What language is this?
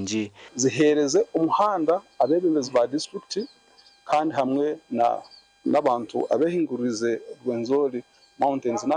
Nyankole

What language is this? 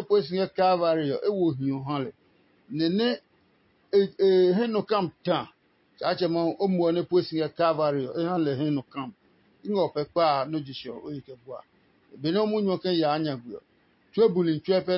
Adangme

